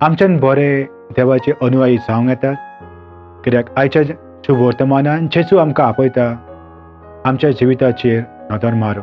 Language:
Konkani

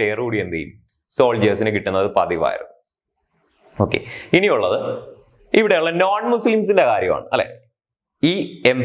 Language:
Malayalam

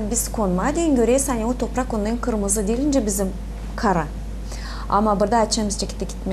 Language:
Gagauz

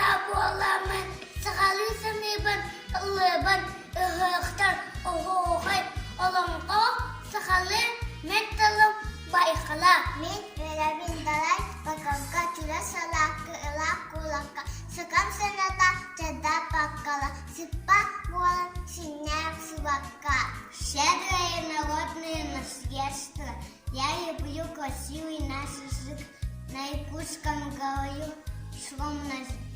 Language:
Yakut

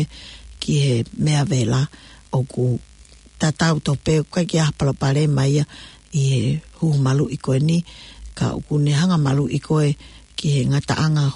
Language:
Tongan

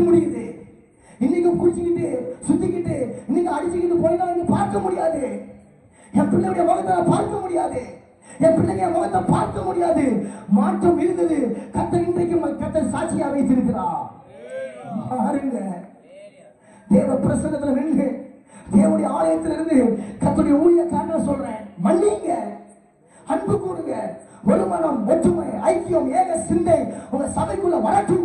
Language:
Tamil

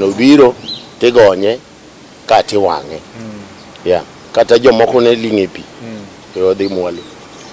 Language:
Luo (Kenya and Tanzania)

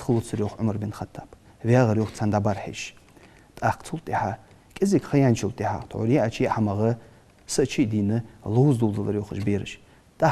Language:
Ingush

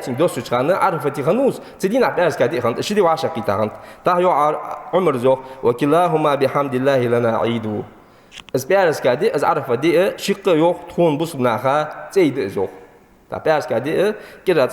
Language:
Ingush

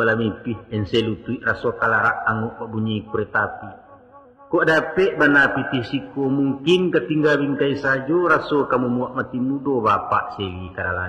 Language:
Minangkabau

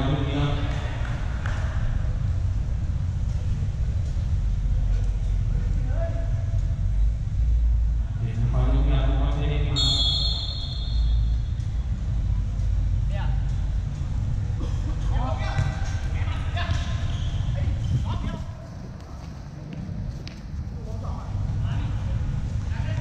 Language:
Thai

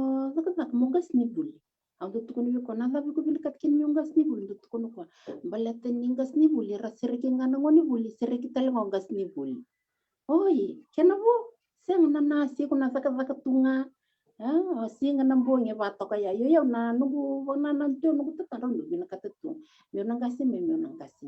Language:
Fijian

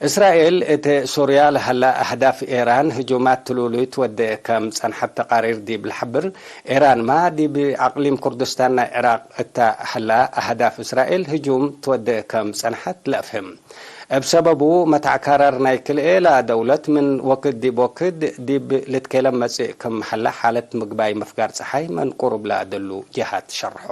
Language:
Tigre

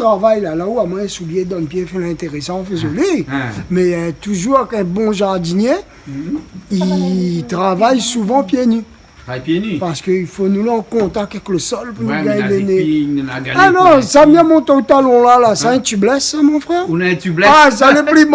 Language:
Réunion Creole French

